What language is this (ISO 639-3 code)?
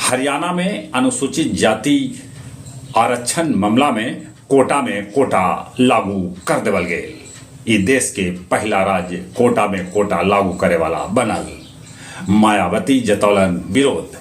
mag